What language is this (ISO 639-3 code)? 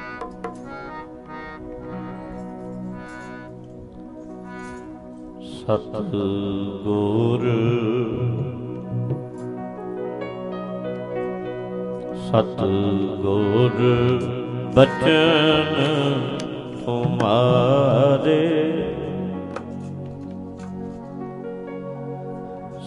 pan